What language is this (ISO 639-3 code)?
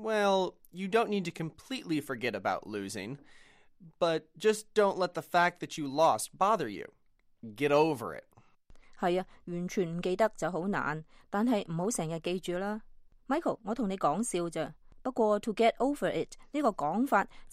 yue